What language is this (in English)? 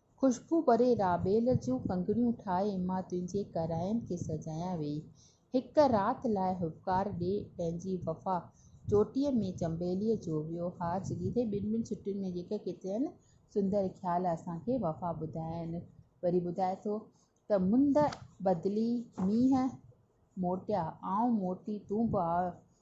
Sindhi